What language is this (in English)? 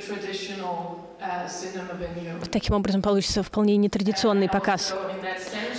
Russian